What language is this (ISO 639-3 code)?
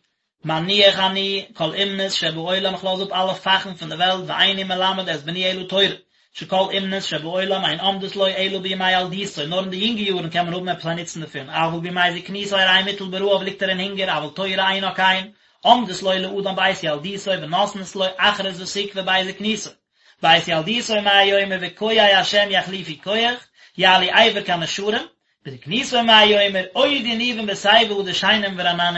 yid